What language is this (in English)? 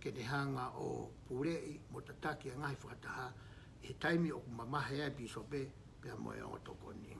Tongan